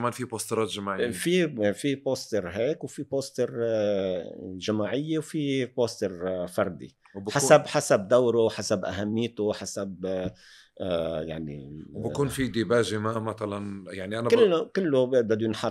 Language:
North Levantine Arabic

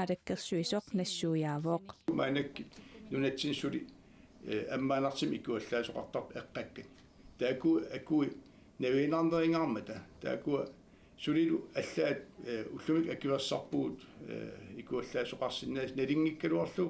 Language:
Kalaallisut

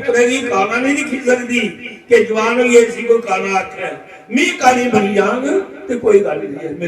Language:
Dogri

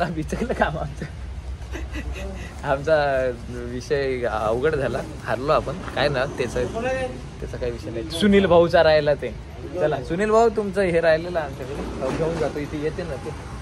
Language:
Marathi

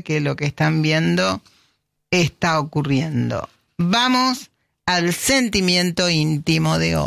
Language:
Spanish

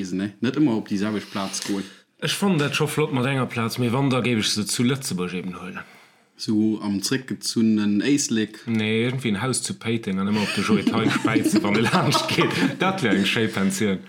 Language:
Luxembourgish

